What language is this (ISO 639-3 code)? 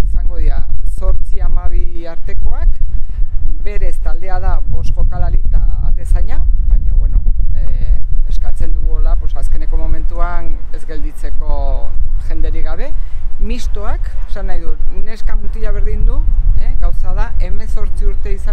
eus